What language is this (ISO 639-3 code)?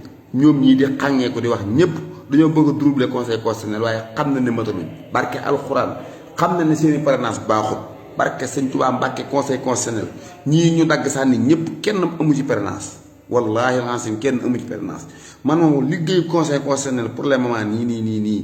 wol